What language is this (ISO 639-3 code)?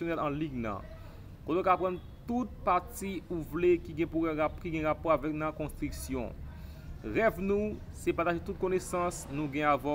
hat